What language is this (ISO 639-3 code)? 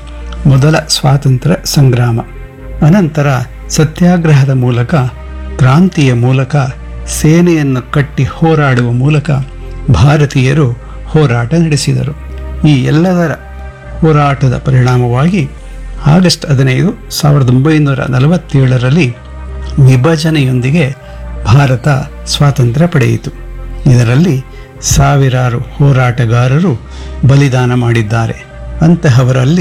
kan